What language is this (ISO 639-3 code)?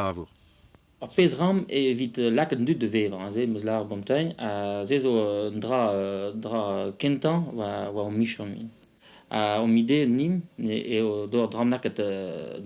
bre